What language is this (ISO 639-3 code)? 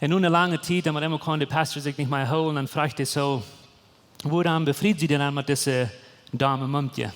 pdt